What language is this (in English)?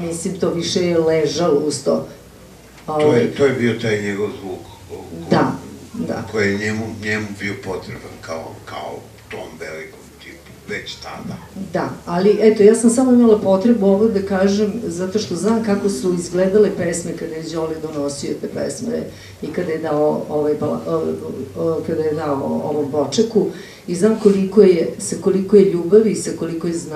Serbian